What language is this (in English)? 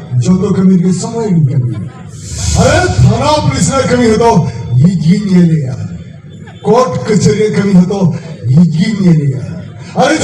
Santali